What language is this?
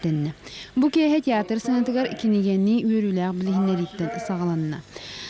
Yakut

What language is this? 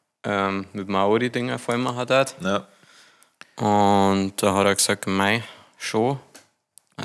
Bavarian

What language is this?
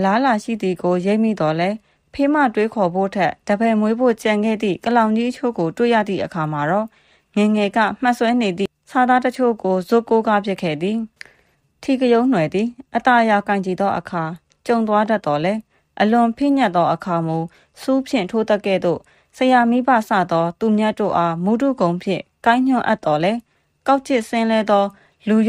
Burmese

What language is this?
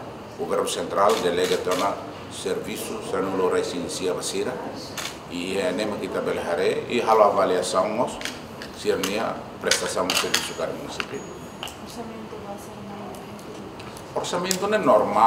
Tetum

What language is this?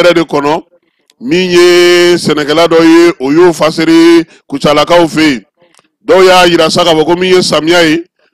Bambara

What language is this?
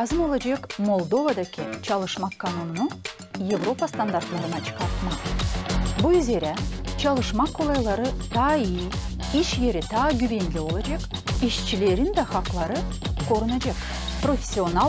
Gagauz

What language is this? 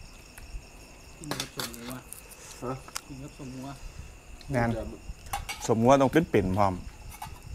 Thai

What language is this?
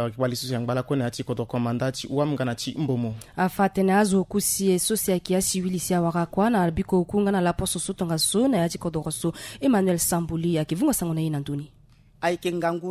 Sango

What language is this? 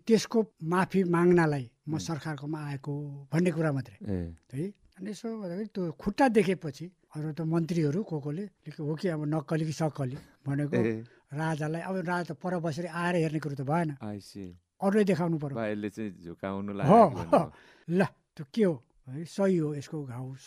Nepali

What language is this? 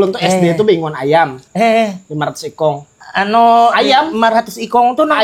Banjar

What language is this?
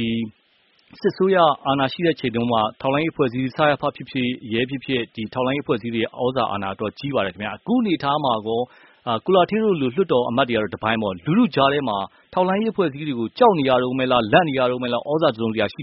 Burmese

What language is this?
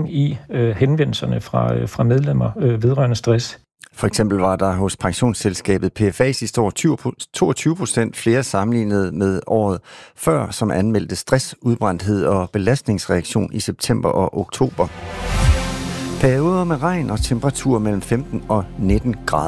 Danish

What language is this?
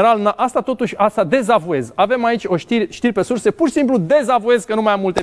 Romanian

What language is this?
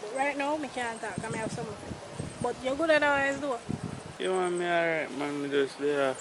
Jamaican Creole English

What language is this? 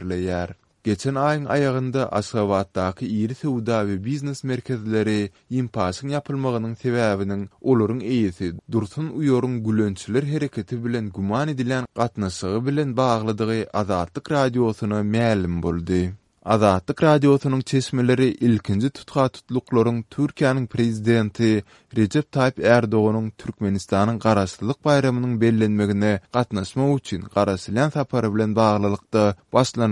Turkmen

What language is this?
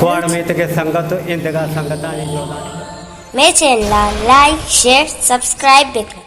Eastern Balochi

